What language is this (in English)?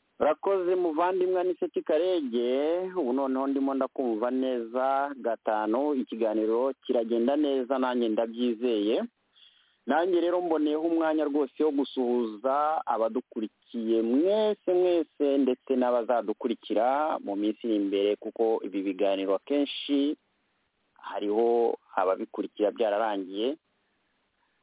Kinyarwanda